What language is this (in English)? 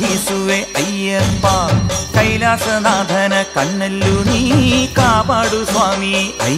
Kannada